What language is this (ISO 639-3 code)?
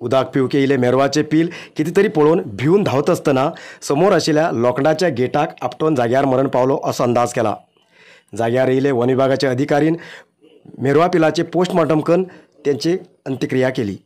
kok